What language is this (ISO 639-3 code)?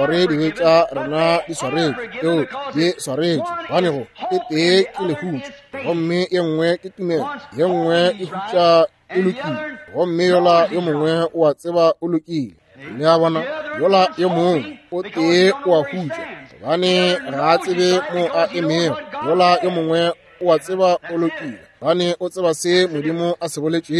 nso